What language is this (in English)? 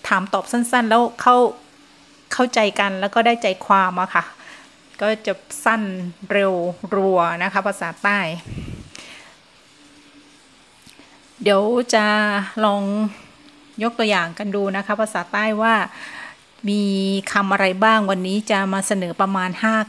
Thai